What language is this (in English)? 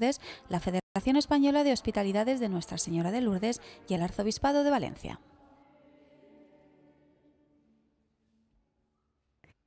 Spanish